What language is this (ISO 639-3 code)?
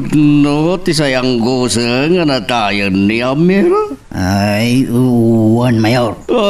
ilo